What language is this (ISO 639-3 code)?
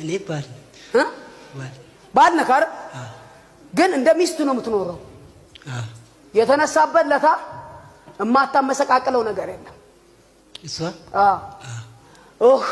amh